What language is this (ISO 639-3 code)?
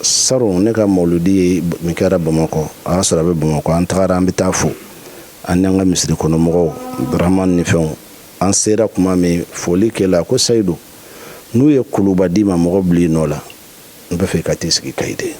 bam